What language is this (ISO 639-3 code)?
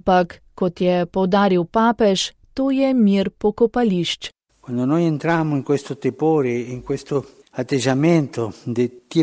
slv